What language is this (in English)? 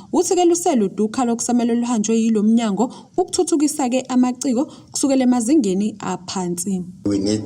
Zulu